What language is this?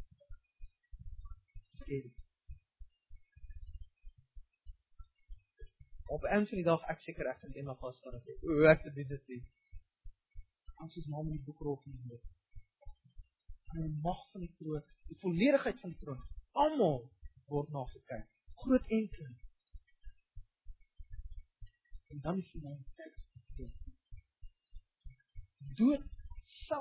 Afrikaans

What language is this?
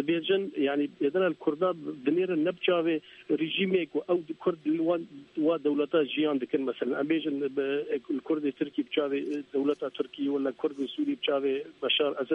Kurdish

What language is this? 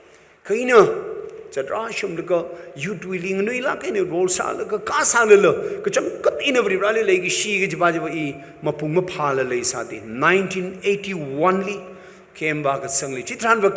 Tangkhul Naga (India)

